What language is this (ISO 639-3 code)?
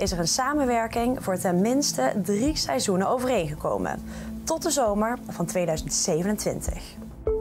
nld